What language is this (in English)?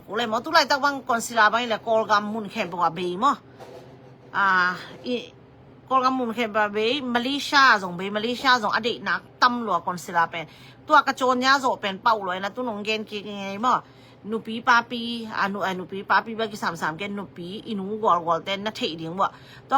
Tedim Chin